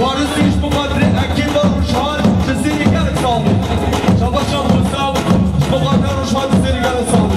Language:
Kurdish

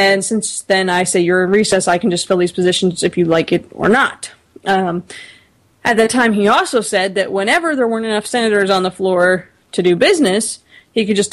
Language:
English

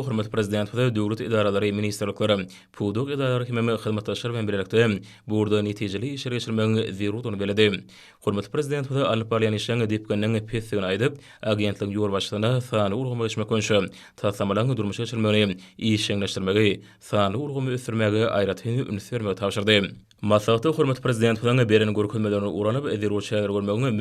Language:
Turkmen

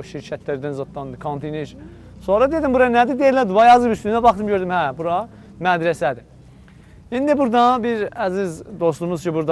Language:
South Azerbaijani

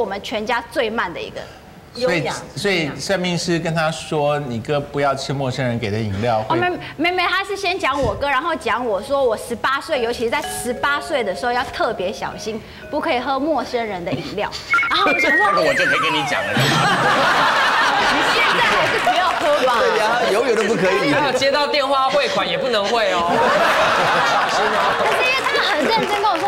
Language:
Chinese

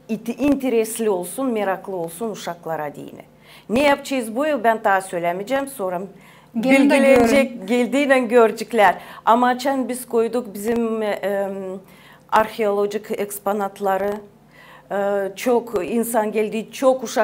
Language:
Gagauz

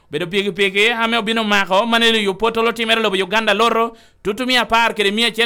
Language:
Lango (Uganda)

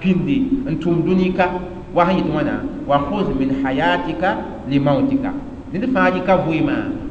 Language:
Mossi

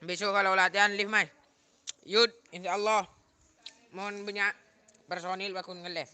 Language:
Madurese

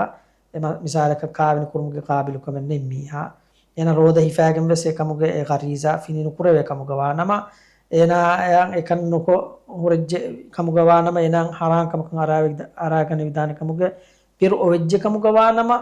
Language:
Divehi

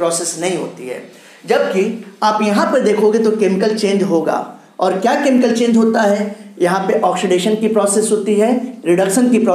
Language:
Hindi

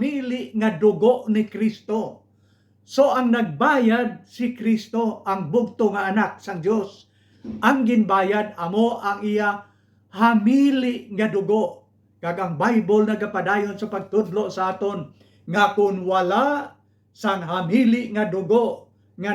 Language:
Hiligaynon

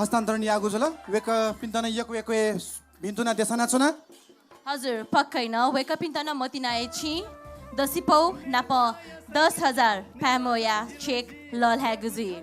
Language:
Newari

